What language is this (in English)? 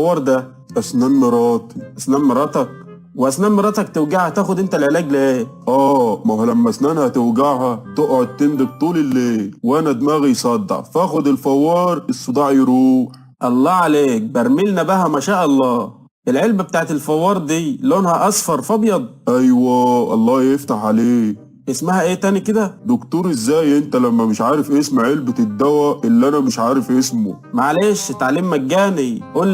Egyptian Arabic